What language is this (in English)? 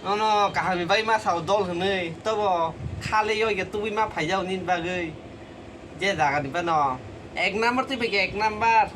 Kok Borok